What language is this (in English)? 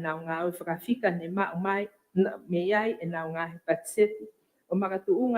Tongan